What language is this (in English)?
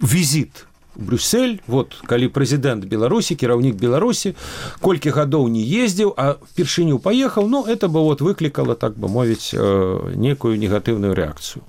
Belarusian